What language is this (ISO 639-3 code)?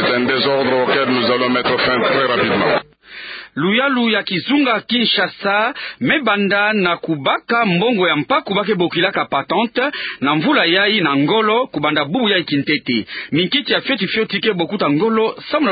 ktu